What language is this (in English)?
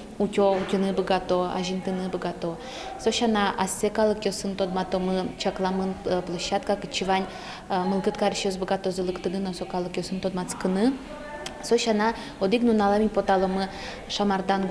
Udmurt